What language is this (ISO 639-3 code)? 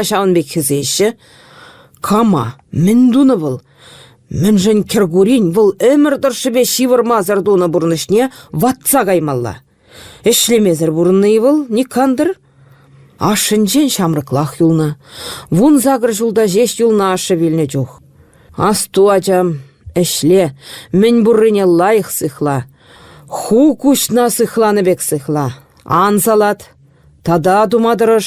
chv